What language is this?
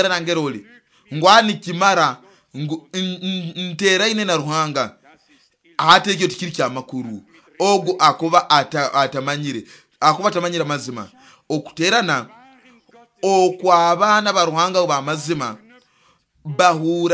Nyoro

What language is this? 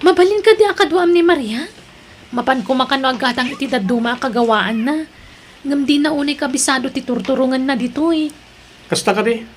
Iloko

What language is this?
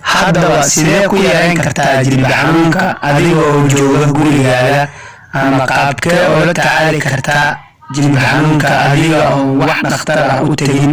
Somali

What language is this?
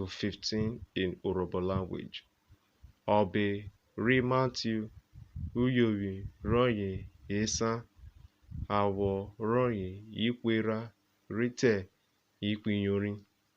Urhobo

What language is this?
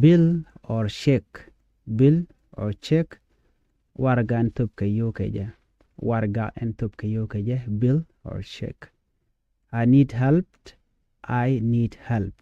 Nuer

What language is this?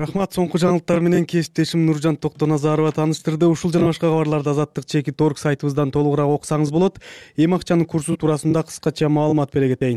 Kyrgyz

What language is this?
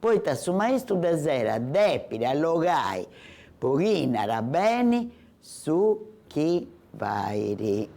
Sardinian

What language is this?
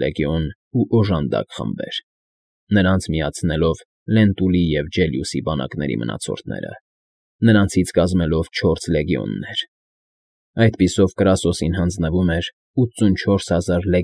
Armenian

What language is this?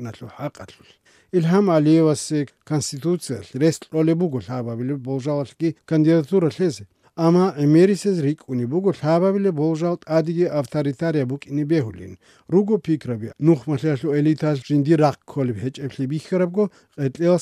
Avaric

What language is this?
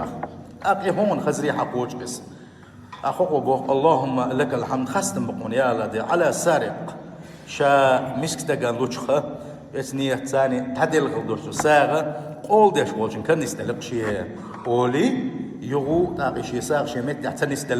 Chechen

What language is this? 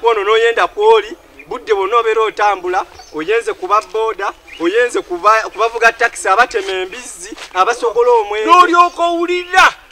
Ganda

